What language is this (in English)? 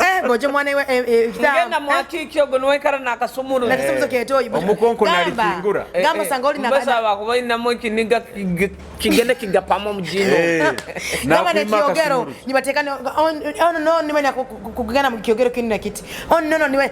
Nyoro